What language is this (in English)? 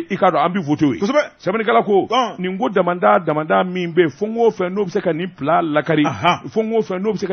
Bambara